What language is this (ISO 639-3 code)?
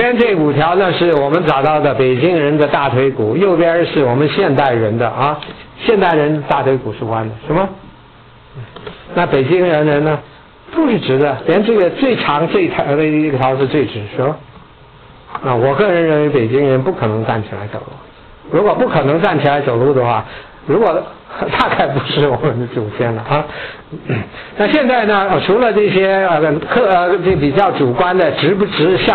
zho